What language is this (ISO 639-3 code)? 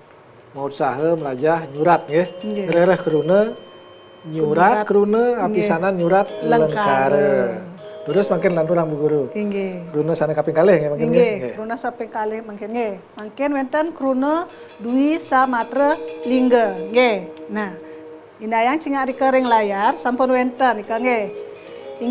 ban